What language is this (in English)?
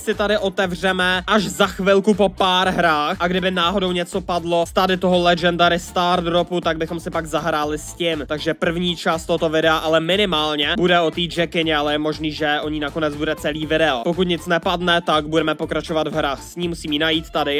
Czech